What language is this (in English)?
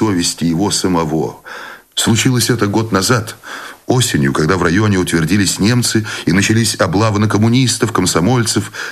Russian